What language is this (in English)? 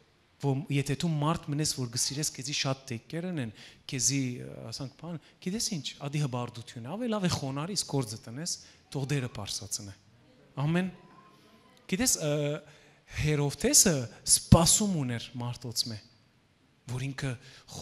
Western Armenian